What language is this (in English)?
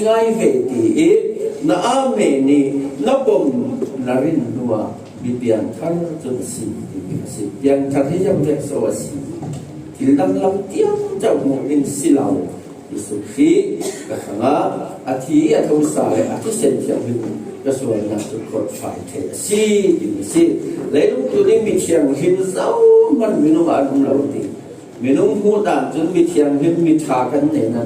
Falam Chin